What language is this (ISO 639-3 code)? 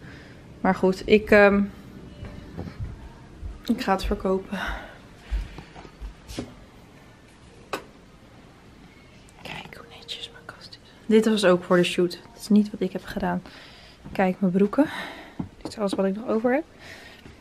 nld